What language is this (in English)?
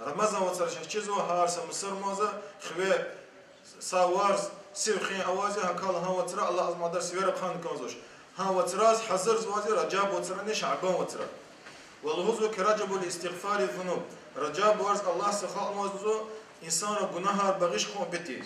Lezghian